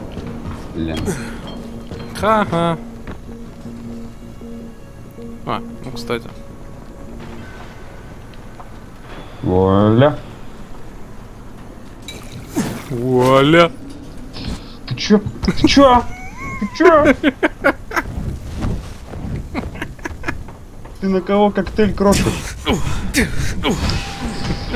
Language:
Russian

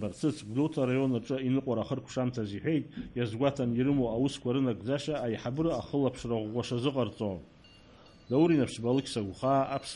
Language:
Abkhazian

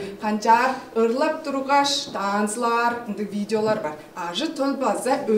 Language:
Tuvinian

